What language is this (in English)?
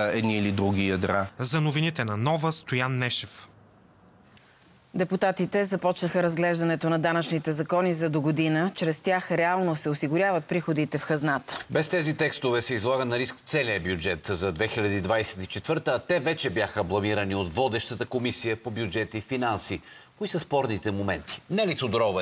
Bulgarian